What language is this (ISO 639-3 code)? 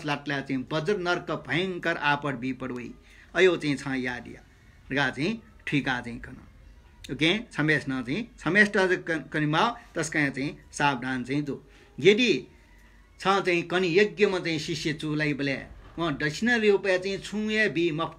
new